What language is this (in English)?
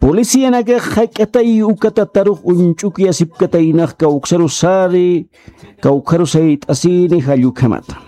Aymara